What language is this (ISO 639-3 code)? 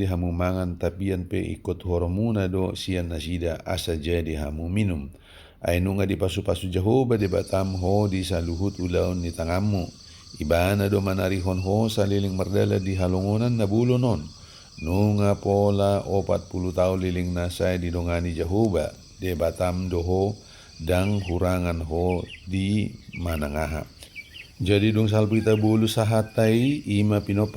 bbc